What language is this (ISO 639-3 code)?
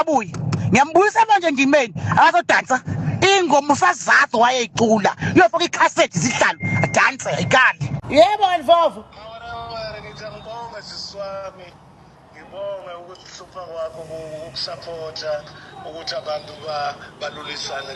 zul